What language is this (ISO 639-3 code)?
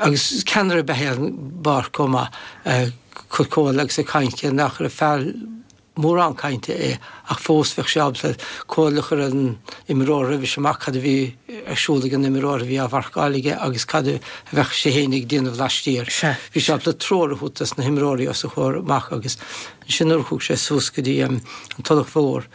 gle